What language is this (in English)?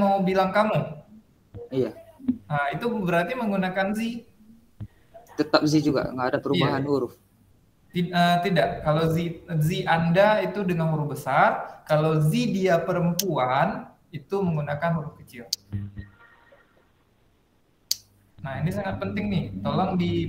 Indonesian